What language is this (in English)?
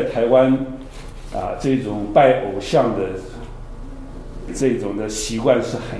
Chinese